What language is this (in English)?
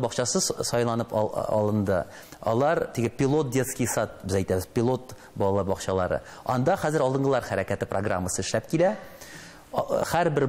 Tatar